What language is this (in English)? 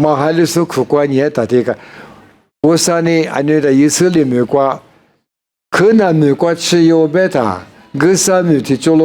Lisu